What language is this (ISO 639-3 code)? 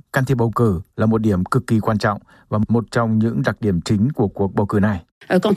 vie